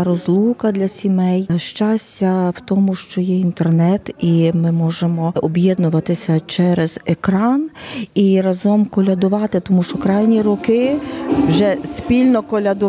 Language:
Ukrainian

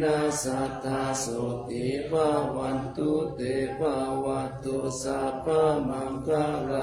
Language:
Pali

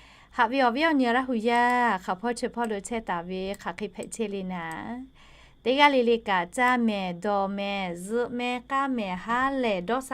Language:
Lahu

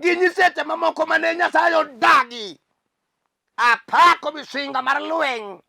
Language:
Luo (Kenya and Tanzania)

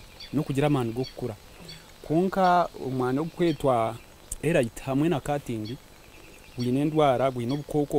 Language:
Nyankole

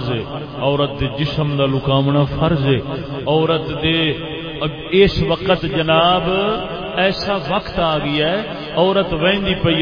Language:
Saraiki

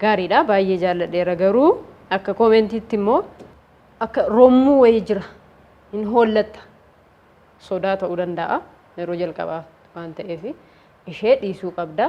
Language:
Oromo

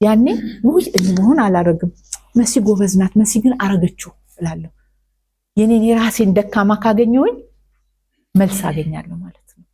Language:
Amharic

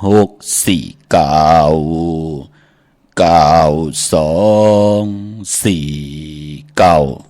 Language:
Shan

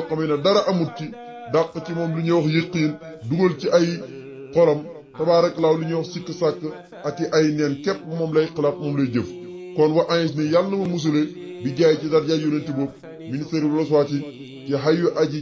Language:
Wolof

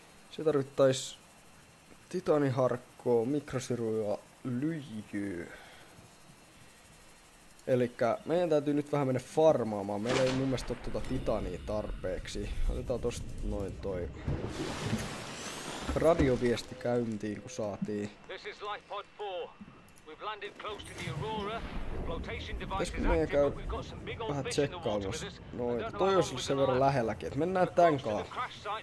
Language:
Finnish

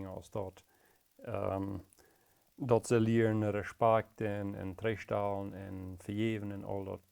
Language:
Plautdietsch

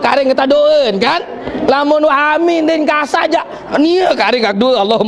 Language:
Sasak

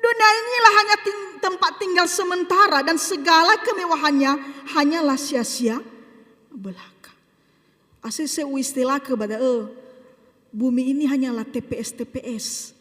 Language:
Nias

